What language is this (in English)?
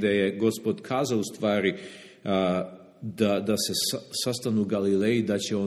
Serbian